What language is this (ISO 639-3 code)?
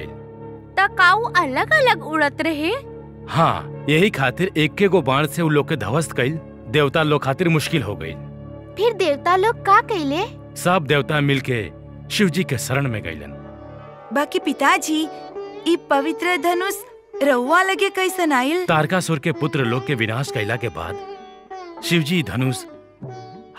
bho